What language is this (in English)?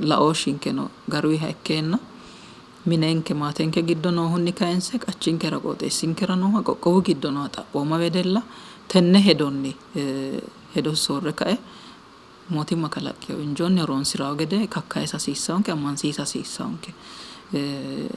Sidamo